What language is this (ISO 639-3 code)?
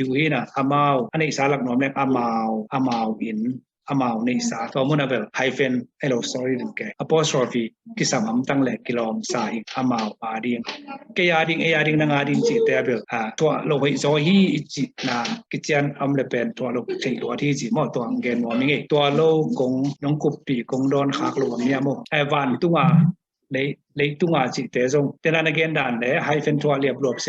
ctd